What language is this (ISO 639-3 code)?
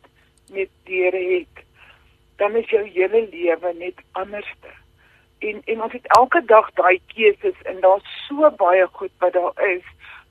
afr